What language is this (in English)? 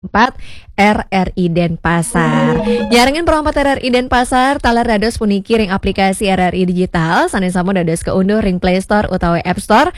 Balinese